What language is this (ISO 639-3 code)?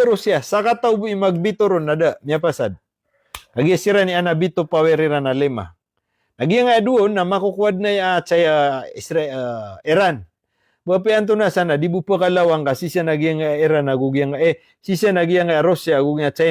mrw